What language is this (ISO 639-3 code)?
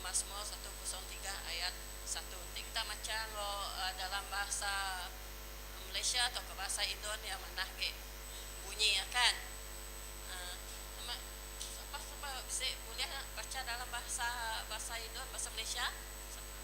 iba